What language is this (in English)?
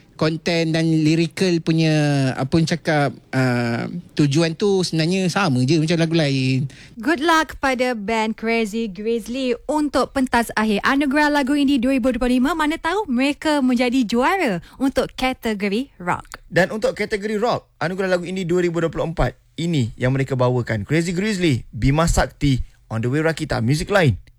Malay